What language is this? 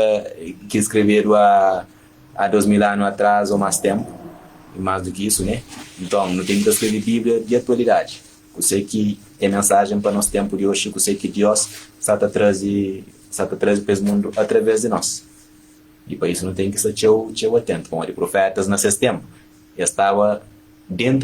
Kabuverdianu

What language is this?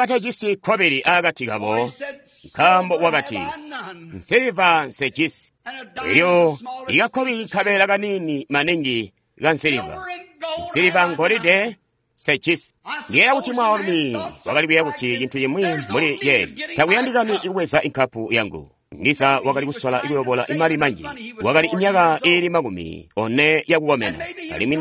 Tonga (Zambia)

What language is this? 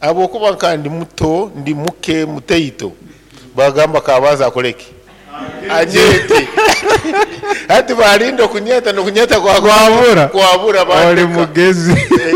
Nyoro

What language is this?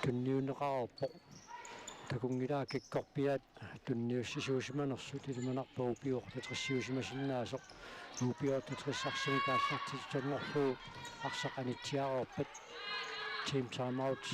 Kalaallisut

